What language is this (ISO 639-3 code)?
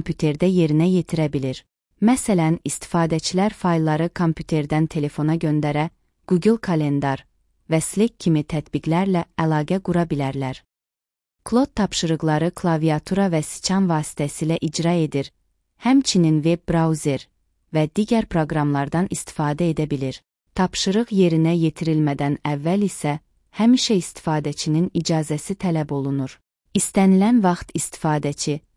aze